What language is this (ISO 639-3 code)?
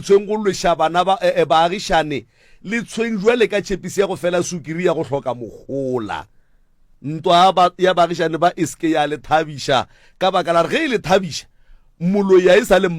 nso